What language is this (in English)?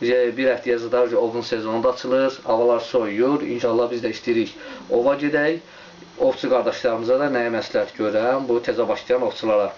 Azerbaijani